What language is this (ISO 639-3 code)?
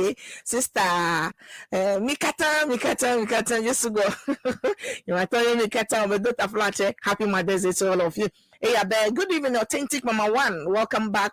ewe